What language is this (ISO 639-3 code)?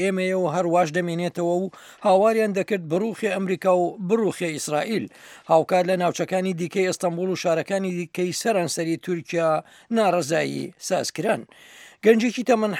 ckb